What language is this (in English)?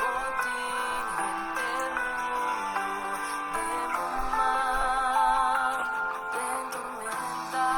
Papiamento